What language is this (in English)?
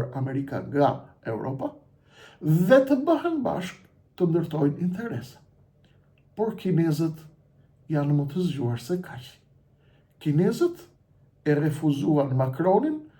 Albanian